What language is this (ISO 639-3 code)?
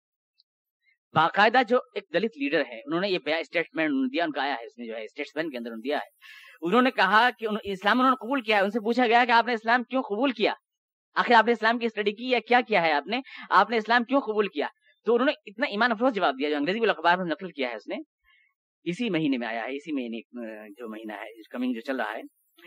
urd